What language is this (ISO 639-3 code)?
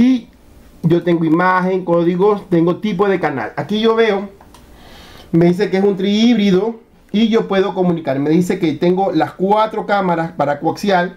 spa